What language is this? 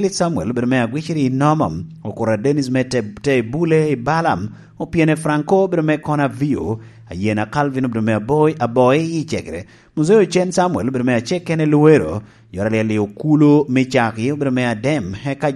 Lango (Uganda)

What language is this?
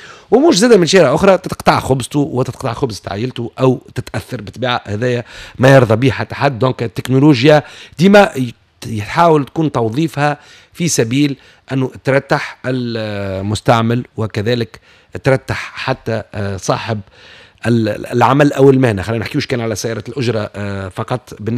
Tunisian Arabic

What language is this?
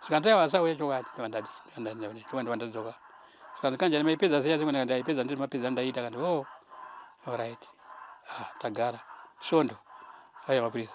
Shona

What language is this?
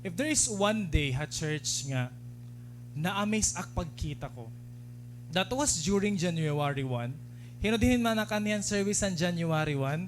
Waray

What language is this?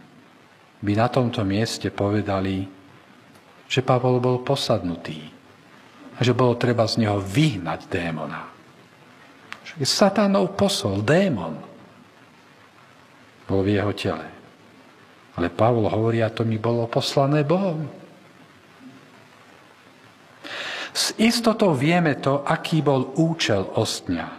Slovak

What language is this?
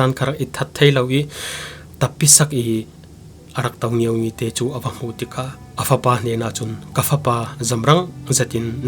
Falam Chin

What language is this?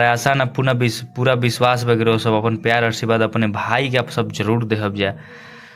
Bhojpuri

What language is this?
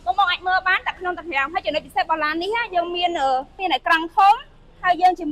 Khmer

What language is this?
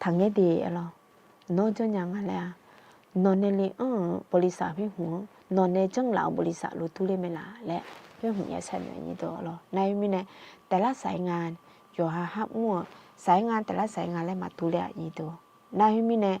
Akha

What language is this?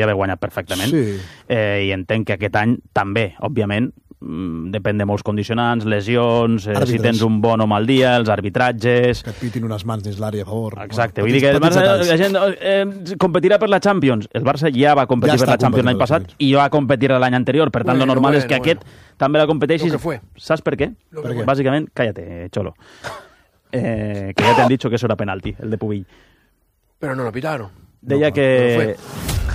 Catalan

